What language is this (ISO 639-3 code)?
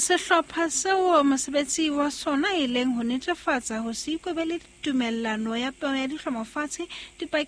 sot